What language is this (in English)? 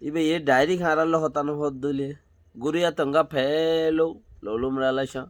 Rohingya